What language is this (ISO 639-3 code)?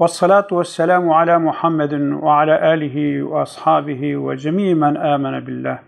kur